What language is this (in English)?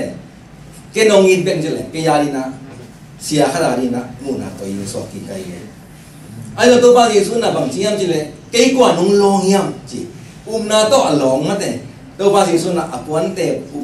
Tedim Chin